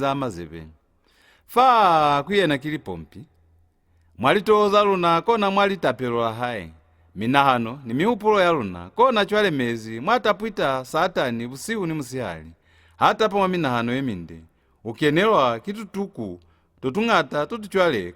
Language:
Lozi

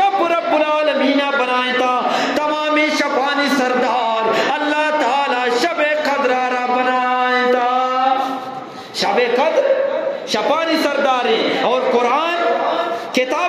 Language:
Eastern Balochi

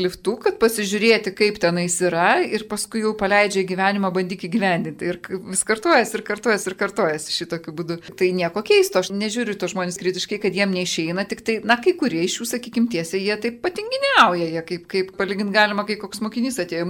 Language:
Lithuanian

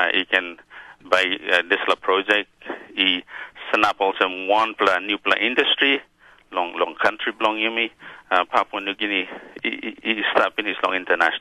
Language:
Tok Pisin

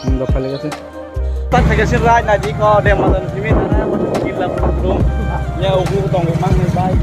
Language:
Kok Borok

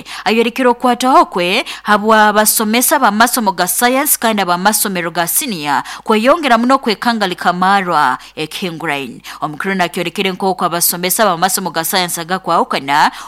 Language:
Nyoro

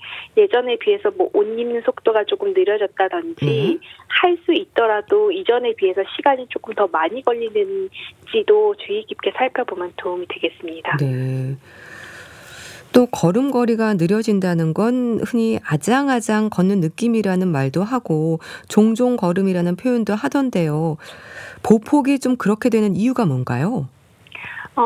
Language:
Korean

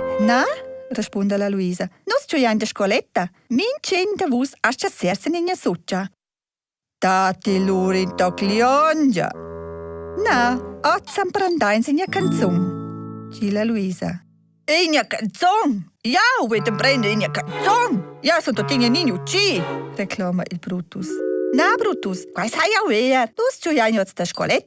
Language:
Romansh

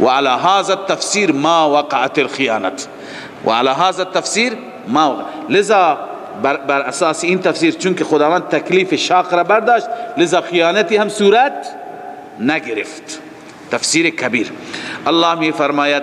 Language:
Persian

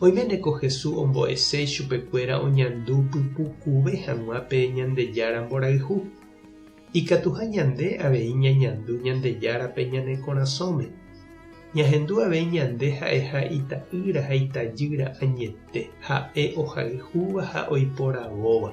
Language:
Guarani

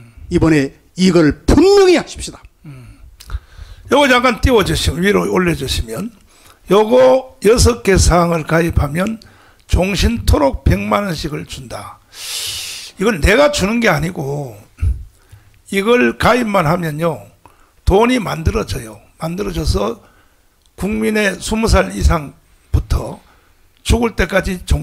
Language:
Korean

